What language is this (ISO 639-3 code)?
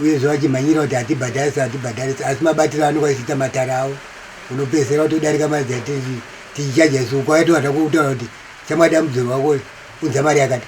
sna